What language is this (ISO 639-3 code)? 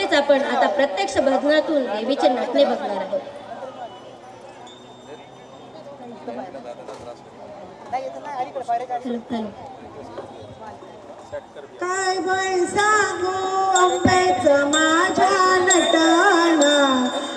mar